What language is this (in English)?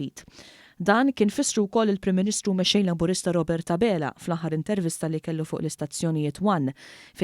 Maltese